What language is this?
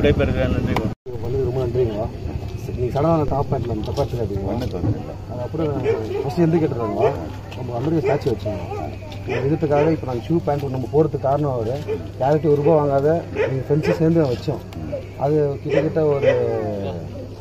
Tamil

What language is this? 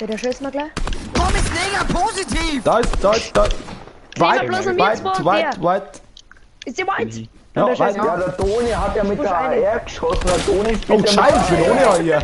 Bavarian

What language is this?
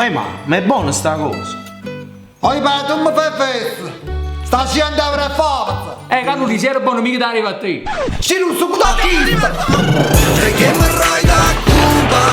Neapolitan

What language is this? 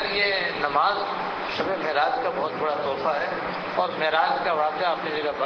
Urdu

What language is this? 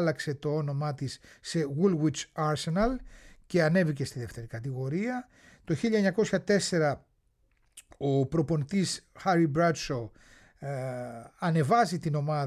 Greek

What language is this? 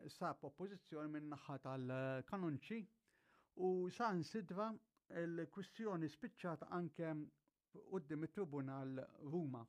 Maltese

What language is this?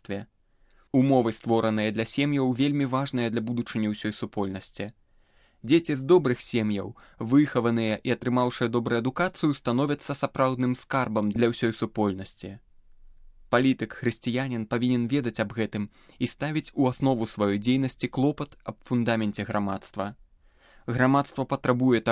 Belarusian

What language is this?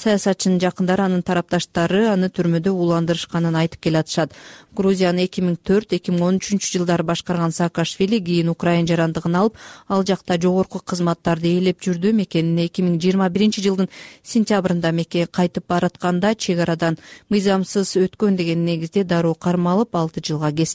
Kyrgyz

